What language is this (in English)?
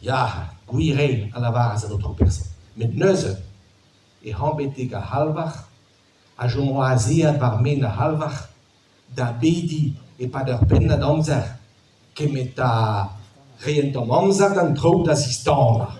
Breton